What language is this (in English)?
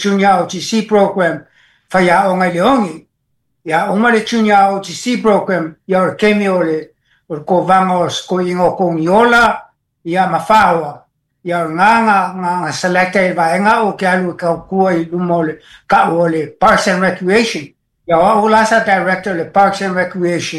Samoan